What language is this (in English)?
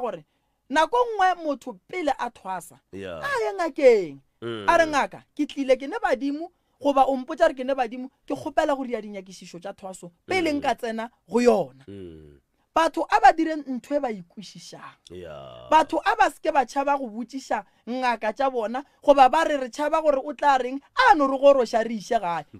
Northern Sotho